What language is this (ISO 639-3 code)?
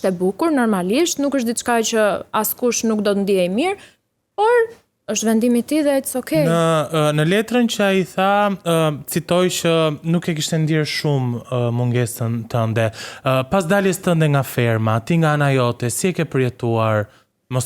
sqi